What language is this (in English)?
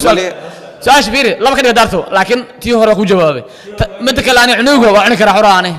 Somali